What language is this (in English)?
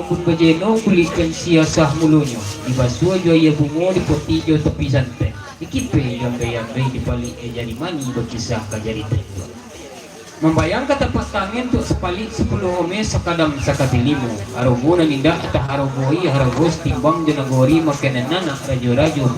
Minangkabau